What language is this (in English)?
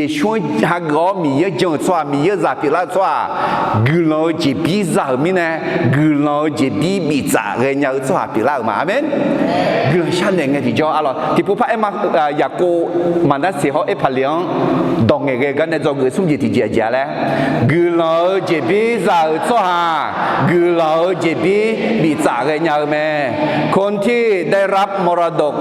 Akha